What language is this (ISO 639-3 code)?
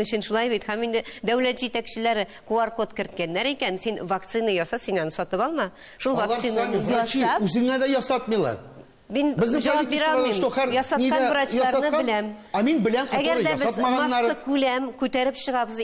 tat